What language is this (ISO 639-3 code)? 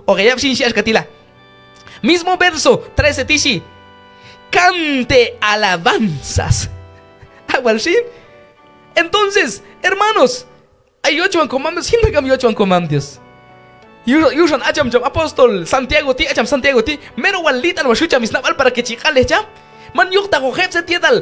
kjb